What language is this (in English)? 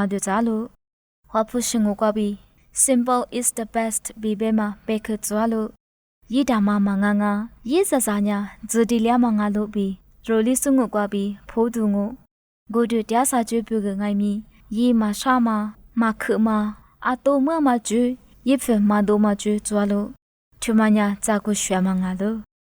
Lisu